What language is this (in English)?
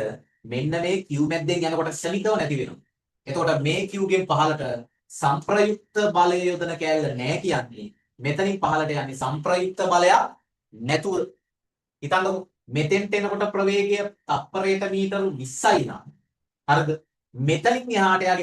Sinhala